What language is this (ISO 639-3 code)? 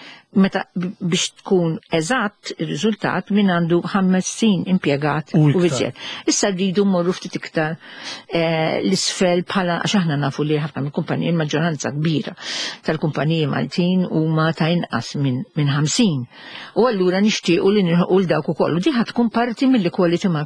mlt